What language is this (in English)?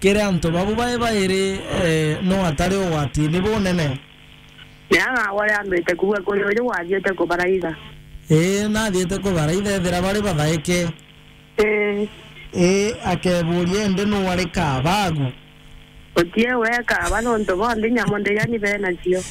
Meru